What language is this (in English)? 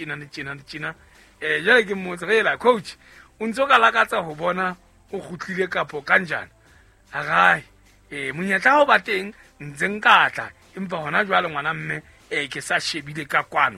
Southern Sotho